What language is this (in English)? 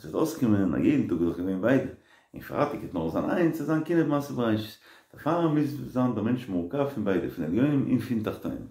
Yiddish